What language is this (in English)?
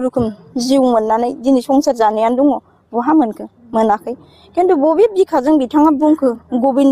Bodo